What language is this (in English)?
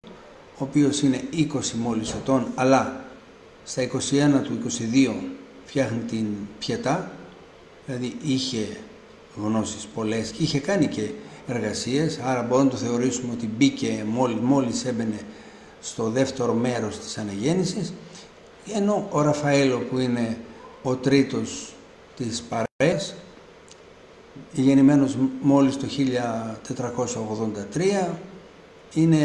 Greek